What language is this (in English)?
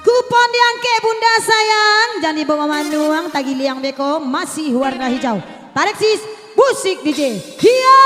Minangkabau